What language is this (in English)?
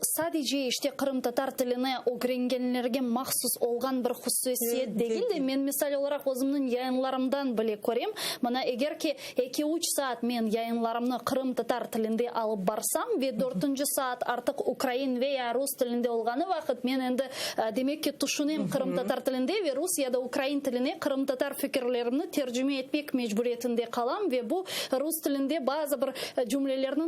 Crimean Tatar